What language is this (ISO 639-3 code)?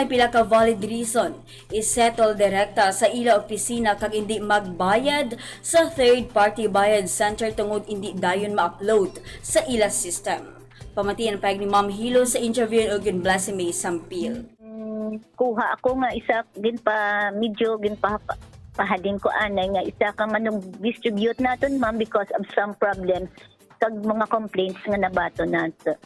hil